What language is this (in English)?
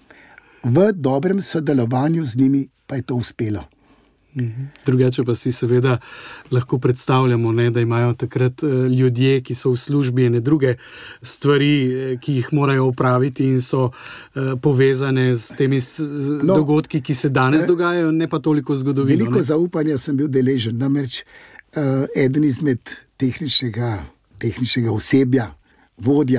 Slovenian